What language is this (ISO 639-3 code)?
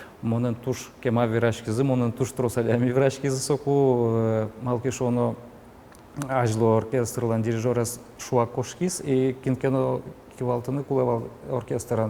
udm